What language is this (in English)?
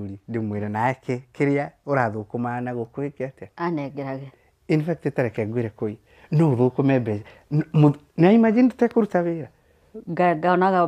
Kikuyu